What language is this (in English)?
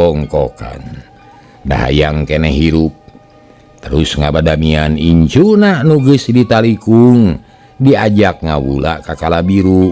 Sundanese